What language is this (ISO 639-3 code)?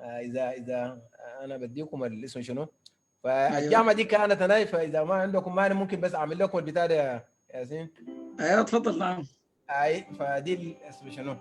apd